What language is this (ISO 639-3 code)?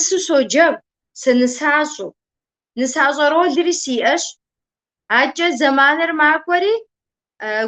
kbd